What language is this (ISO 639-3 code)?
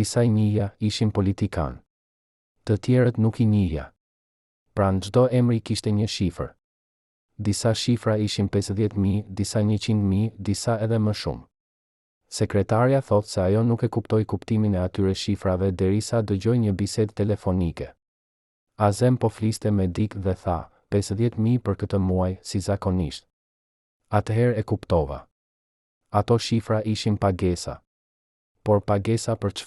sqi